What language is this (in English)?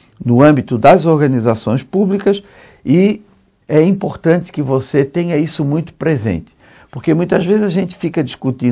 Portuguese